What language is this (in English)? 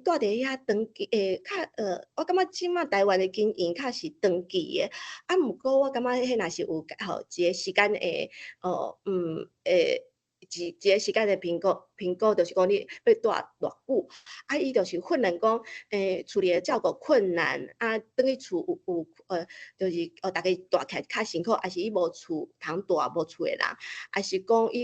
Min Nan Chinese